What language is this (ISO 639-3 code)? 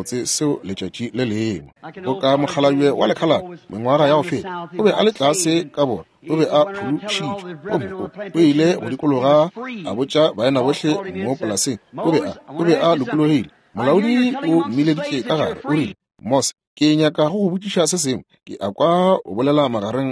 nso